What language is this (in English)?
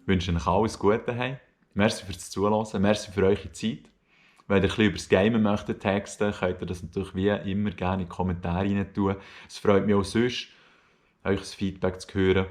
Swiss German